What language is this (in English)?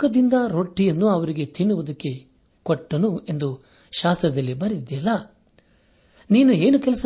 Kannada